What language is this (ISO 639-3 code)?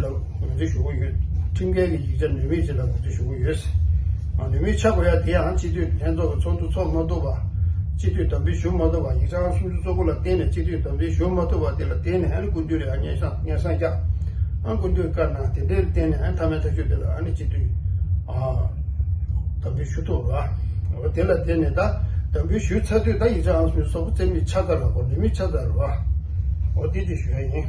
bod